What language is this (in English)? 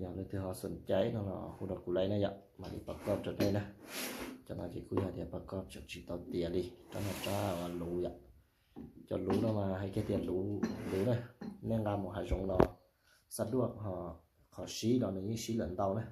Hmong